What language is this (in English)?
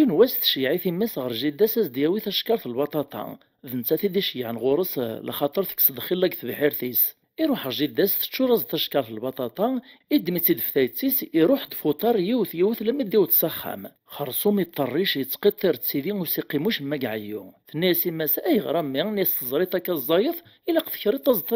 Kabyle